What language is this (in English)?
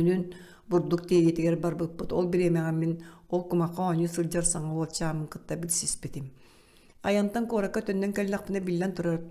Yakut